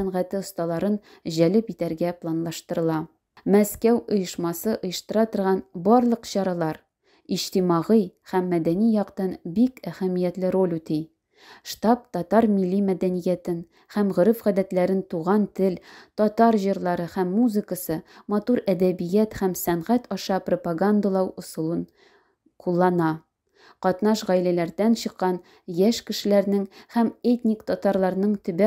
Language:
Tatar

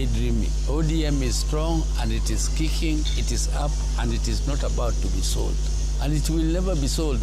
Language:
Kikuyu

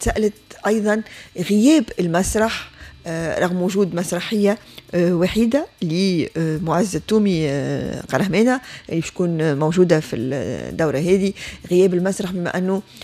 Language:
Tunisian Arabic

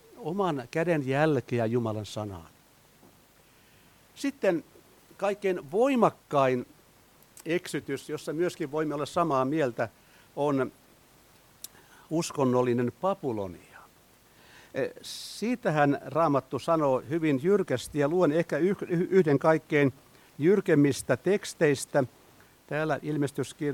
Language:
Finnish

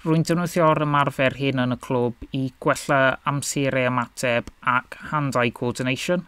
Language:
Welsh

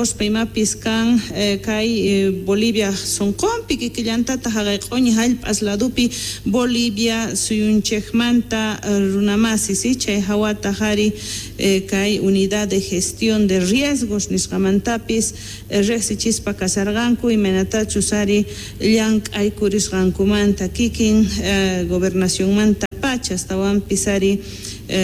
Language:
South Bolivian Quechua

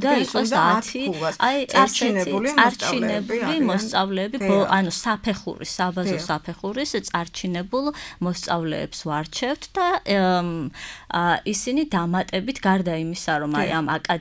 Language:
Georgian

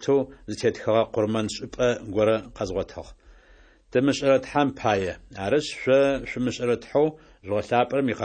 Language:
Adyghe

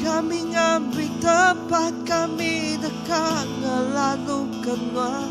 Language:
Iban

